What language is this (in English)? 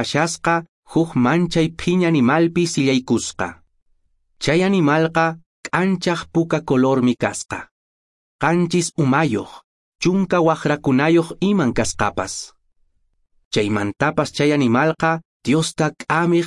Quechua